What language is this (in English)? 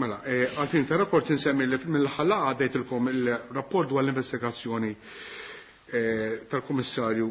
Maltese